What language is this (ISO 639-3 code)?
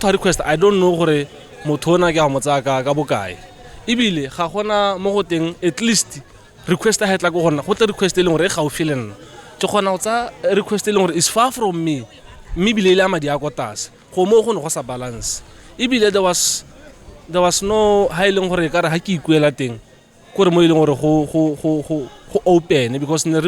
tsn